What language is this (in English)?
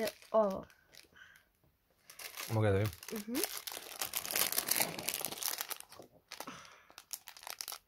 Serbian